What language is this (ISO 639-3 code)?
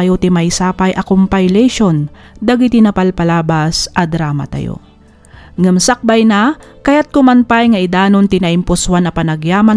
ilo